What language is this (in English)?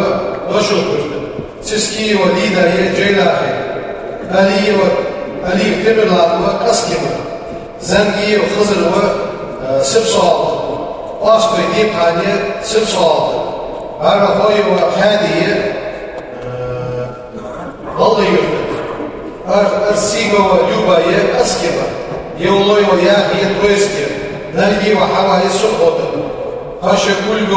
Ingush